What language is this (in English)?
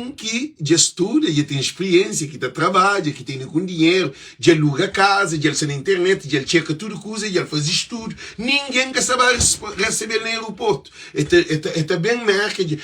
Kabuverdianu